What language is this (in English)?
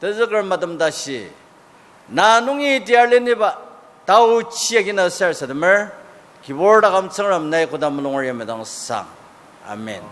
Ao Naga